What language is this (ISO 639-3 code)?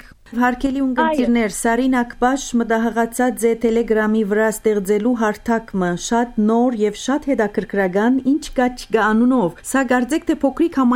hye